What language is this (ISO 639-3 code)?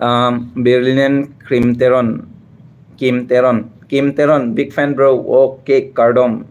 mjw